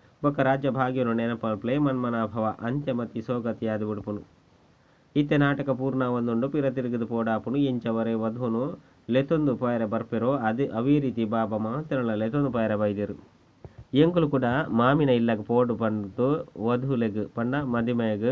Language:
Tulu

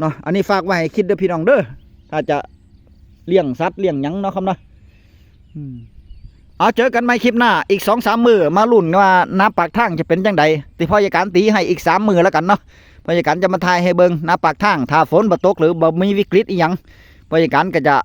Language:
Northeastern Thai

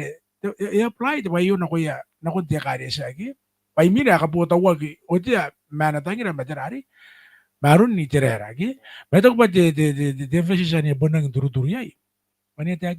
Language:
Gilbertese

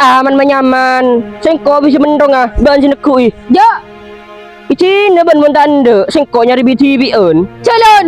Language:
Madurese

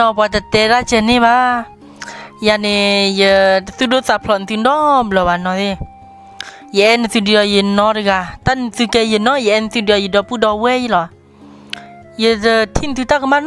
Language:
S'gaw Karen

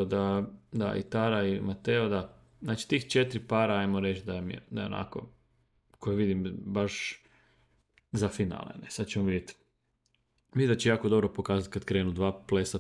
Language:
Croatian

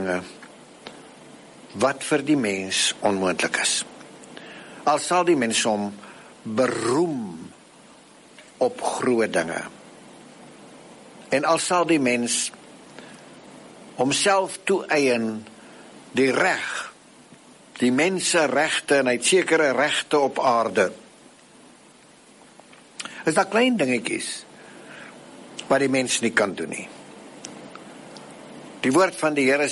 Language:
Afrikaans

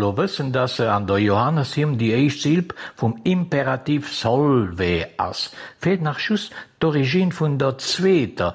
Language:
Luxembourgish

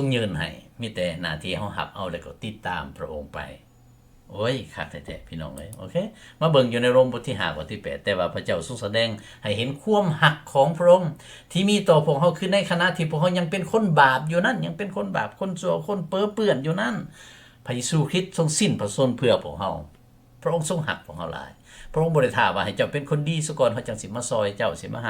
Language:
Lao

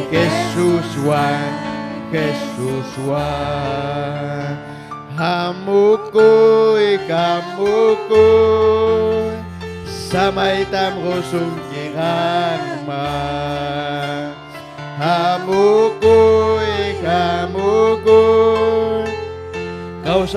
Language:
Ayacucho Quechua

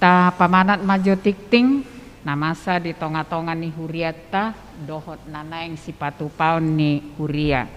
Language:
Batak Toba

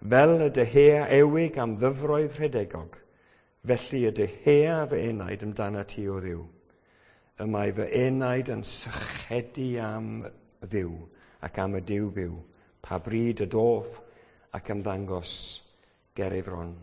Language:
Welsh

